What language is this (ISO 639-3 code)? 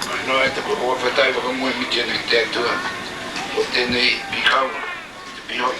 mri